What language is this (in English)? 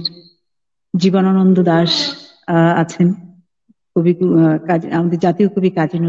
Bangla